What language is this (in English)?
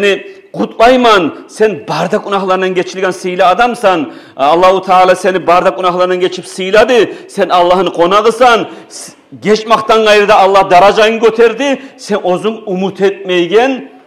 Kumyk